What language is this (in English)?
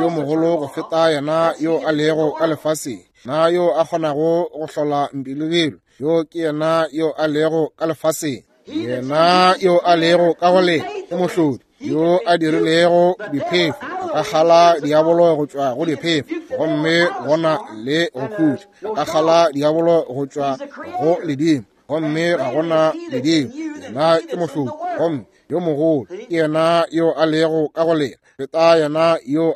Northern Sotho